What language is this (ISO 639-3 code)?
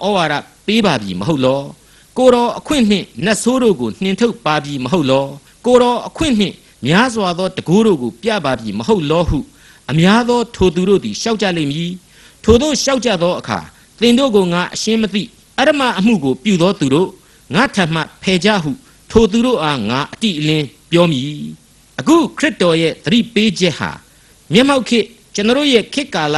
mya